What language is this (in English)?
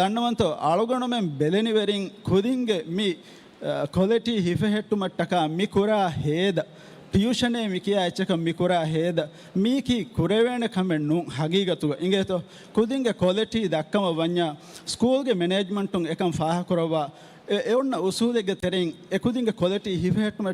Divehi